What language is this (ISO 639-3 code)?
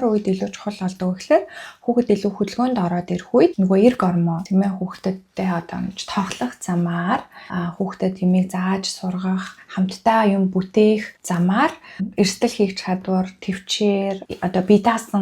mon